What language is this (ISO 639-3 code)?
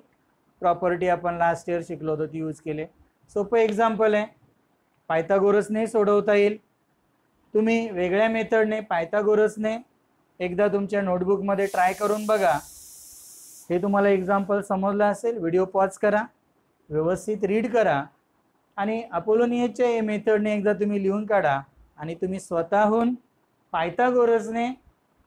mar